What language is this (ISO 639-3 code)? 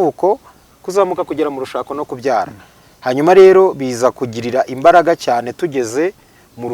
kin